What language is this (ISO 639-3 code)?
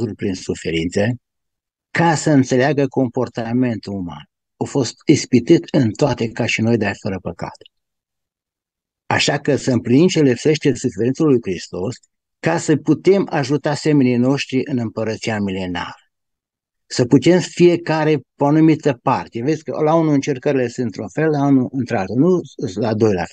ron